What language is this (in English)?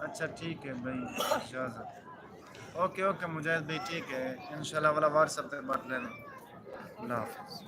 Saraiki